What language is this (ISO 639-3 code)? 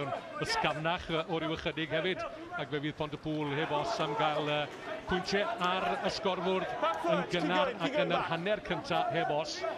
cym